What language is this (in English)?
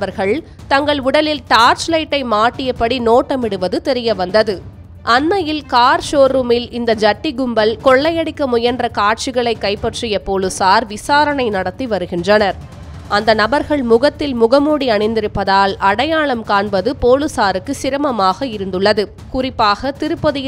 Tamil